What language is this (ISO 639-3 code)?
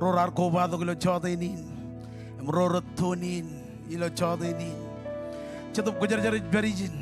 mah